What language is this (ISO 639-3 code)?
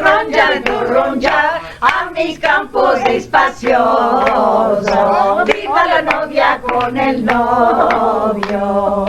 lad